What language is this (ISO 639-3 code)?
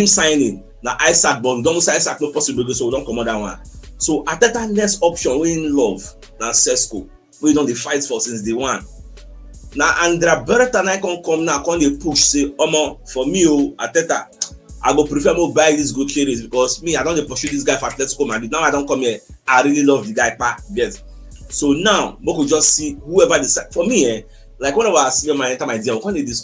pcm